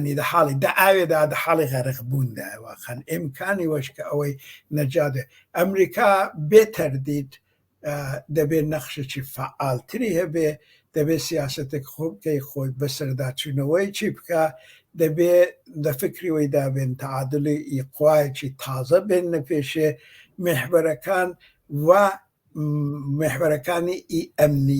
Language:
Central Kurdish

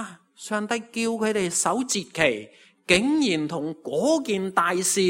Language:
Cantonese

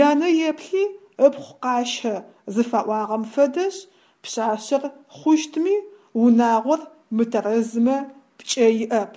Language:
Adyghe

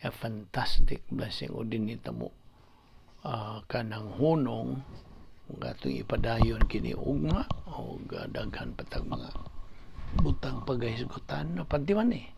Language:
Cebuano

